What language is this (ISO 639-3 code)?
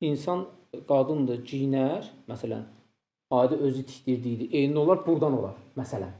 aze